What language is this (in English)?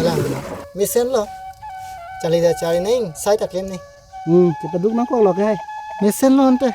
Karbi